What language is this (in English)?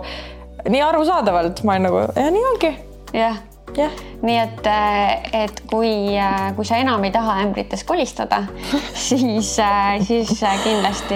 Estonian